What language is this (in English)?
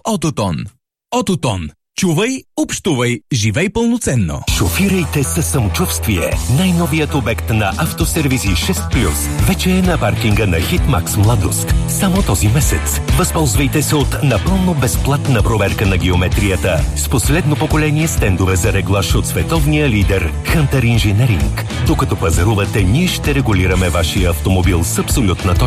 Bulgarian